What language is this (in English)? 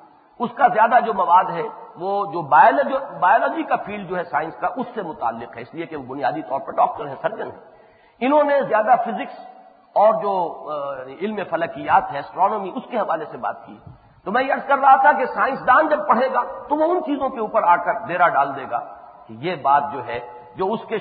Urdu